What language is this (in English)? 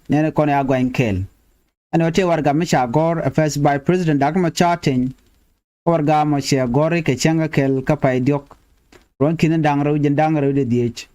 Nuer